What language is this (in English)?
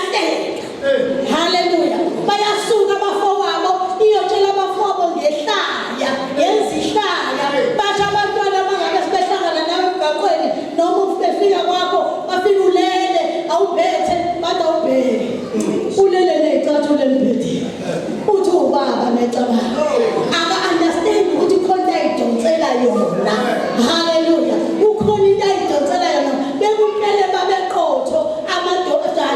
Zulu